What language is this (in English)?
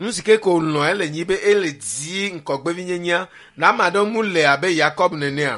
Ewe